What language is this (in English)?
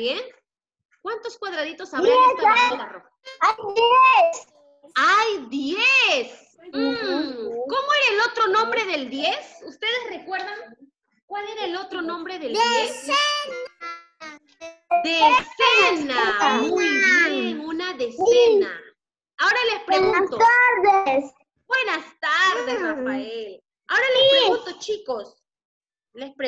Spanish